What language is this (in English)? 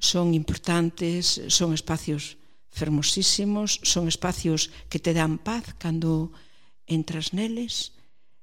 Galician